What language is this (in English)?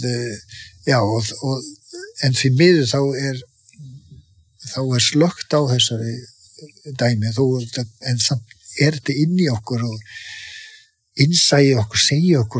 Icelandic